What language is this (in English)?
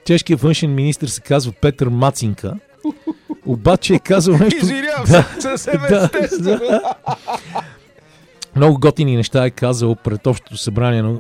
Bulgarian